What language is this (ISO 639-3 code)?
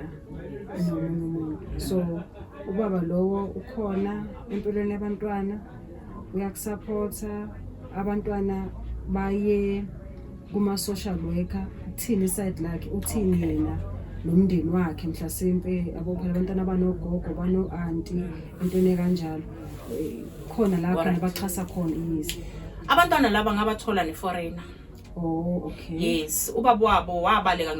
zul